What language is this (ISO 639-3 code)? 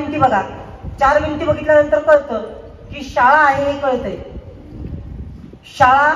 mar